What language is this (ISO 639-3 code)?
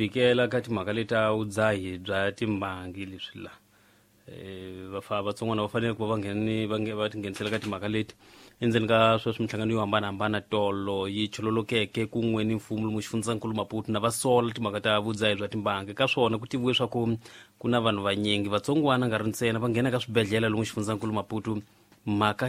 tso